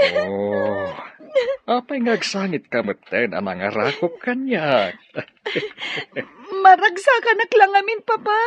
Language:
Iloko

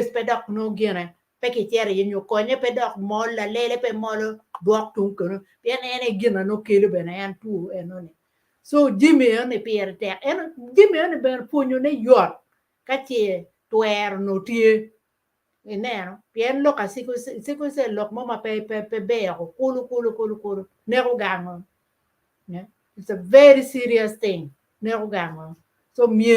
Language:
Acoli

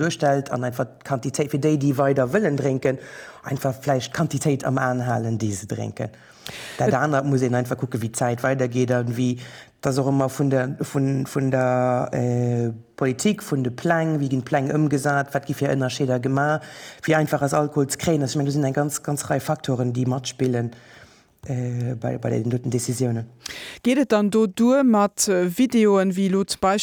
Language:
Luxembourgish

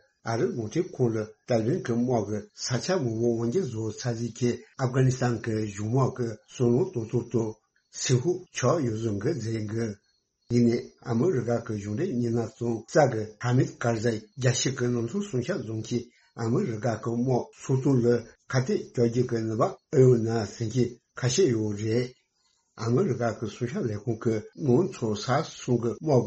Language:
Tibetan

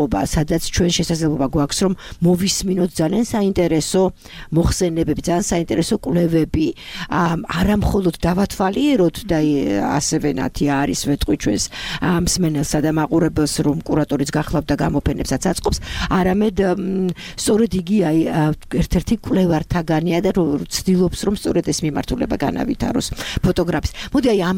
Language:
Georgian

